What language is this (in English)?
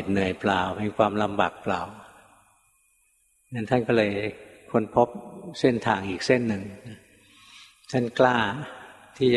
Thai